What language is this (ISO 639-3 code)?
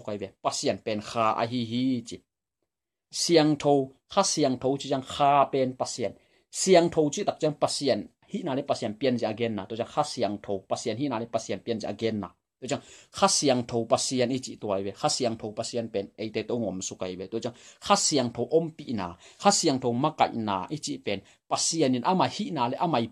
ctd